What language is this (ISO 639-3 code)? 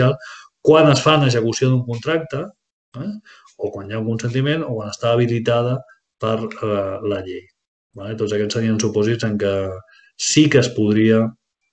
cat